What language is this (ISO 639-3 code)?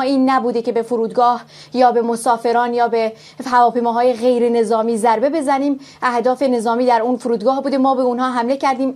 fas